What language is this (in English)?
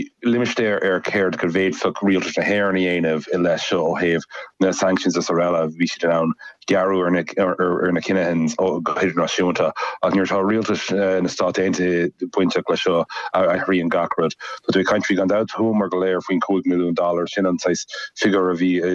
Irish